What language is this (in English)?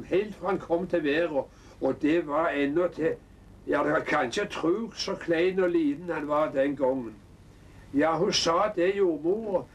Norwegian